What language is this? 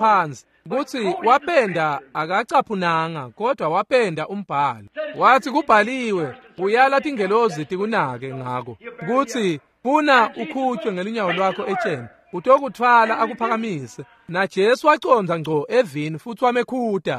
Swati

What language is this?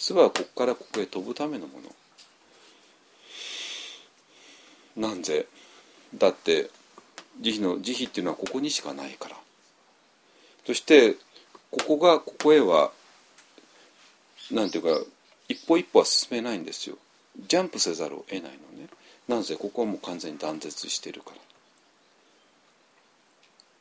Japanese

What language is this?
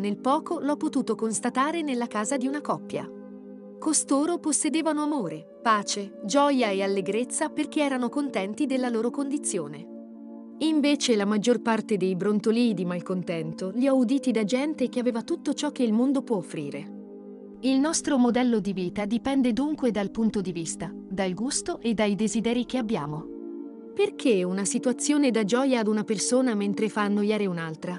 Italian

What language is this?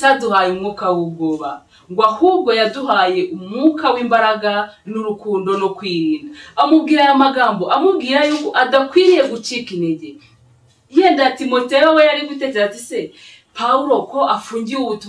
Kinyarwanda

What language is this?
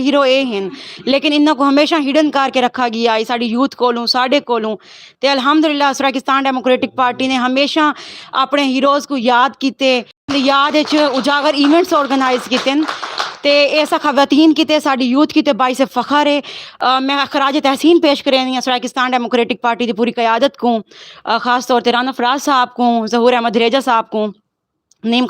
Saraiki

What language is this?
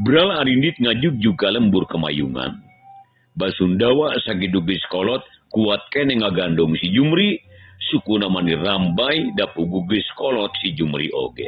Sundanese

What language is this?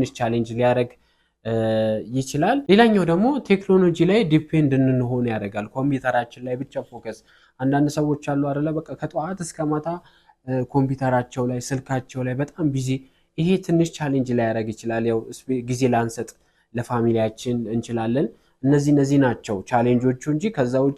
Amharic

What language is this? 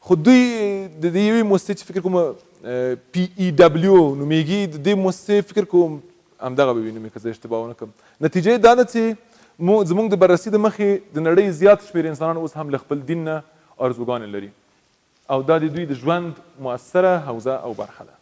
Pashto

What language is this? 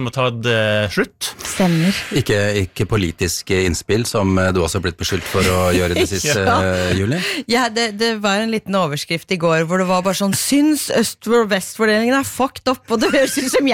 Norwegian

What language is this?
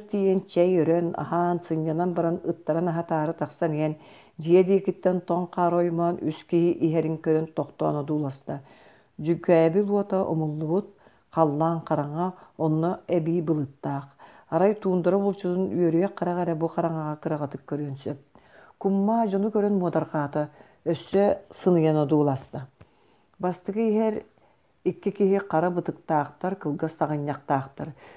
Yakut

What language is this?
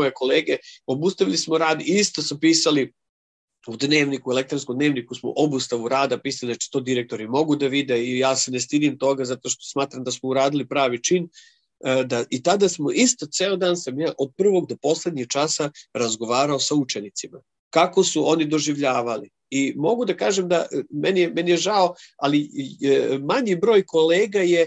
Serbian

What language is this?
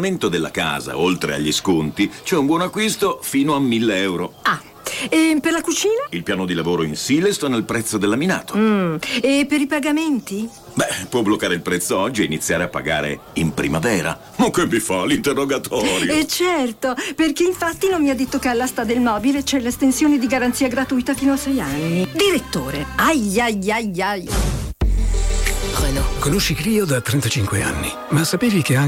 Italian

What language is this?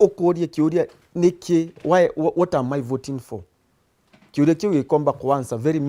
Meru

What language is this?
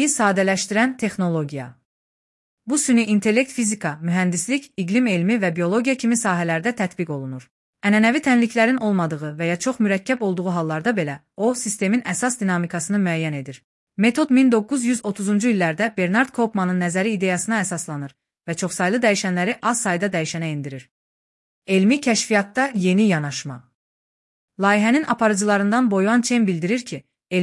Azerbaijani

